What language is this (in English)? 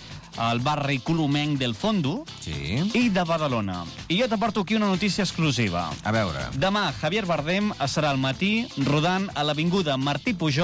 Catalan